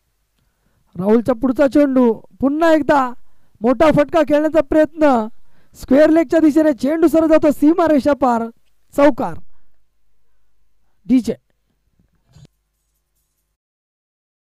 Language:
Marathi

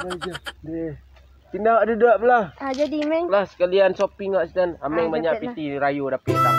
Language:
Minangkabau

